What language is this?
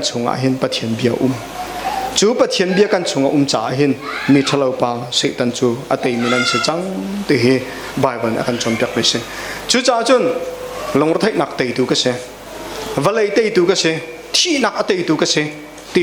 Hakha Chin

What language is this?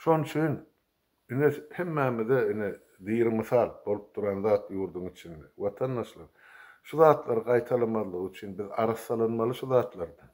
Turkmen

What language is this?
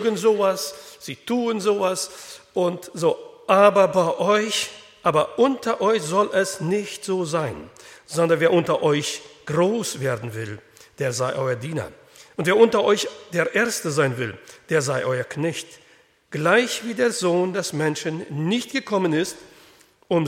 German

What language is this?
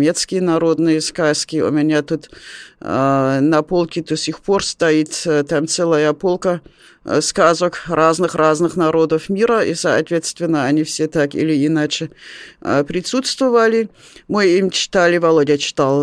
Russian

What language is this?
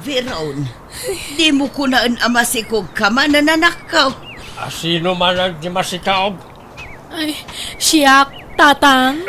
Iloko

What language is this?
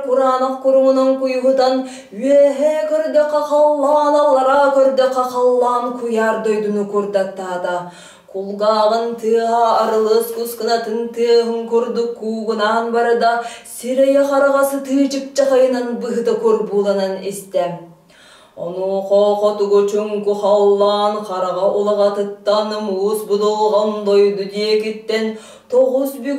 Yakut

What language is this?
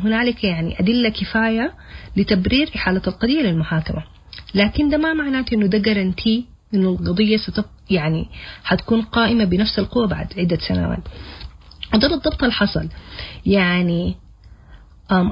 Sudanese Arabic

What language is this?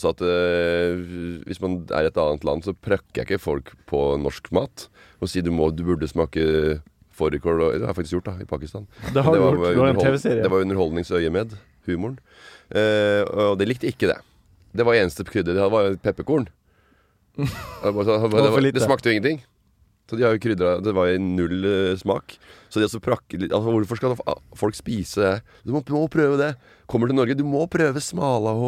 Norwegian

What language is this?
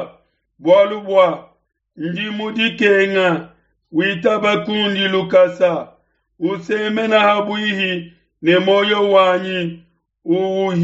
Luba-Lulua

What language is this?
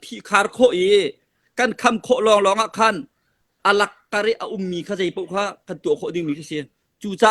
Hakha Chin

